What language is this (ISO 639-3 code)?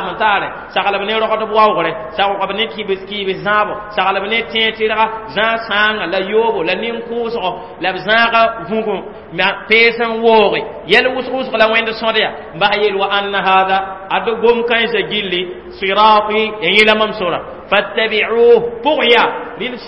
mos